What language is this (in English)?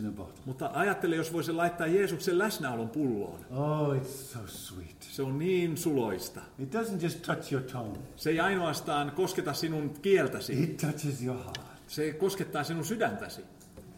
Finnish